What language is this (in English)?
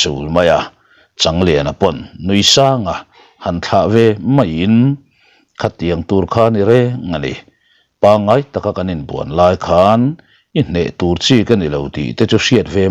Mizo